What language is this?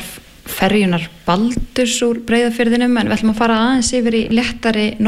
Icelandic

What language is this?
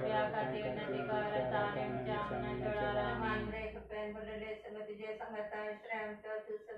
Konkani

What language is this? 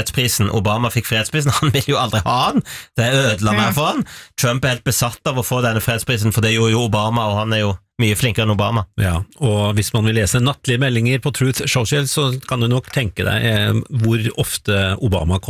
Norwegian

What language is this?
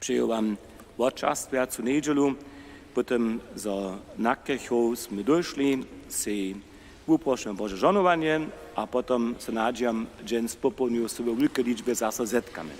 Upper Sorbian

